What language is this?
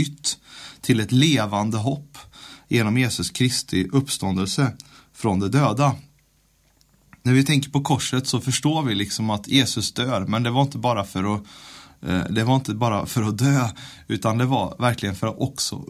Swedish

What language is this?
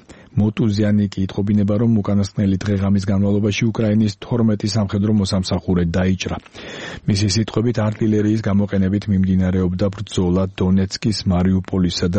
Georgian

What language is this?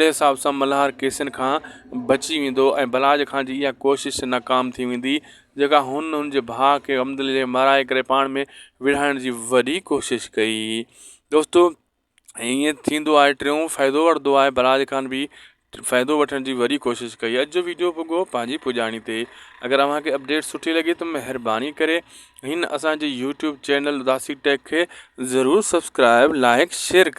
Sindhi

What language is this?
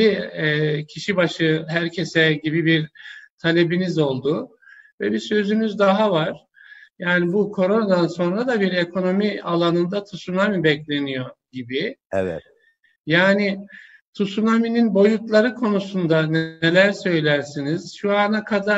Turkish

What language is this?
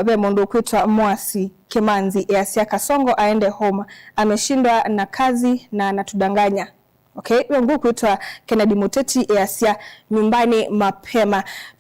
Kamba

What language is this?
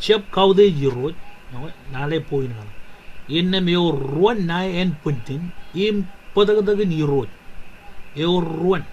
Marshallese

